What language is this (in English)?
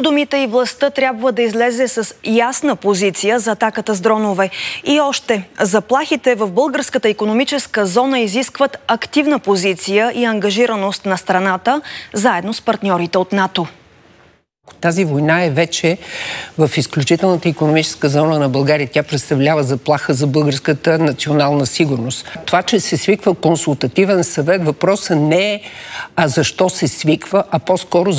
Bulgarian